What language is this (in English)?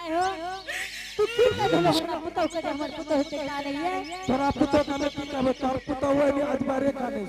Angika